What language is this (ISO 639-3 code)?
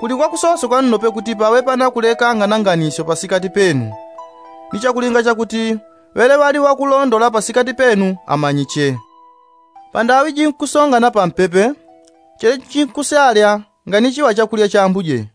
yao